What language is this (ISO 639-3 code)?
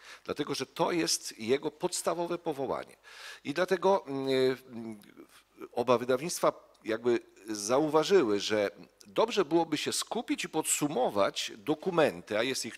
pol